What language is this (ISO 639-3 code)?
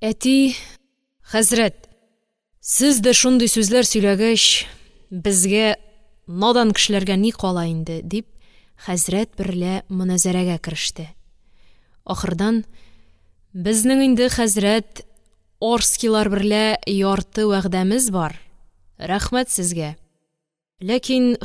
tat